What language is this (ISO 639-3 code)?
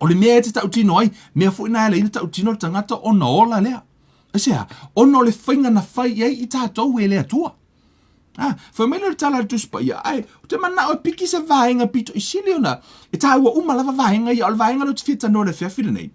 smo